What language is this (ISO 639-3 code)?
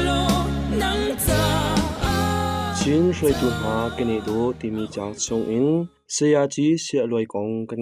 cnh